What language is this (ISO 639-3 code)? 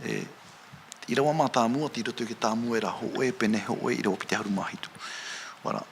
tah